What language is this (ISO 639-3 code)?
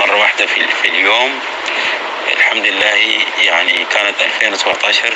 apc